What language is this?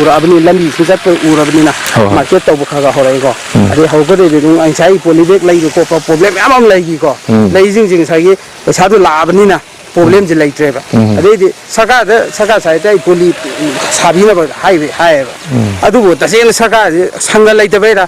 Manipuri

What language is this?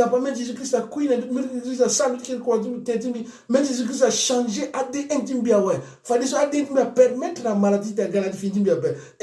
Sango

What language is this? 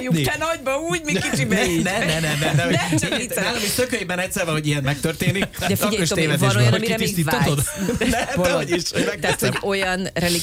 Hungarian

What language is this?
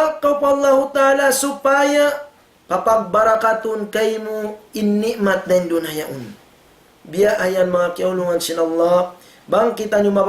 Tausug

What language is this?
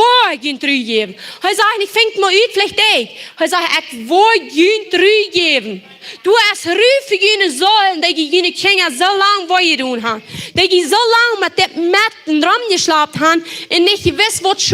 Plautdietsch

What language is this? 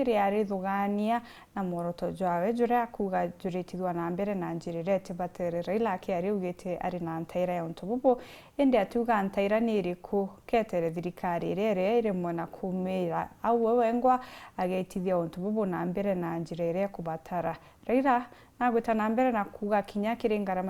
Meru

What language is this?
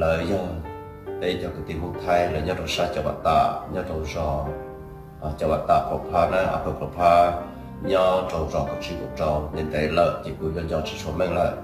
Hmong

